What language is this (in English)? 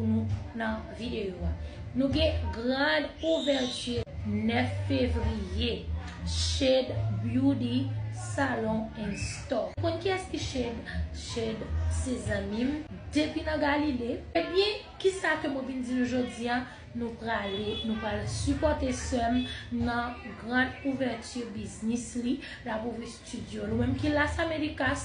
Haitian Creole